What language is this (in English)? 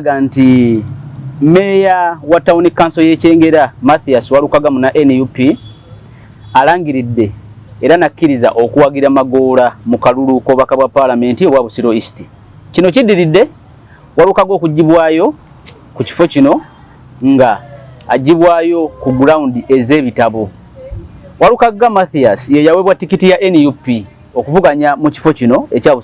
Ganda